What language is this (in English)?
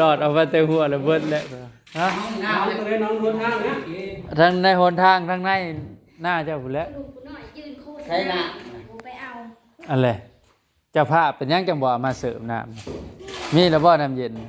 Northeastern Thai